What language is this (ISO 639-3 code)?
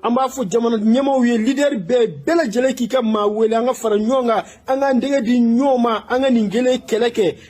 bam